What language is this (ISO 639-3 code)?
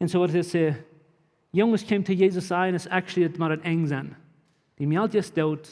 pdt